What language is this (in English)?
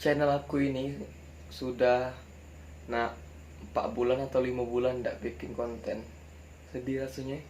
Musi